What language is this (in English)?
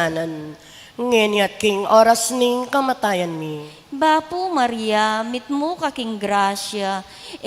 Pampanga